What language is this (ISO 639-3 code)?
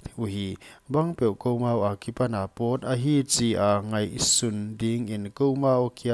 pck